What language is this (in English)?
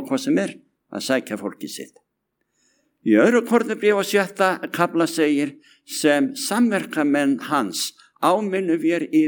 Icelandic